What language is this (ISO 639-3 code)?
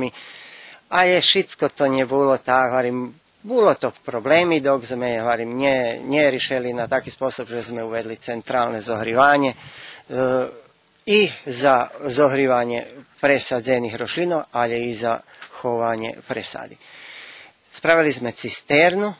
rue